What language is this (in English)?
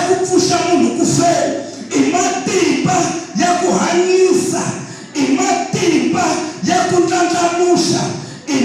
Tsonga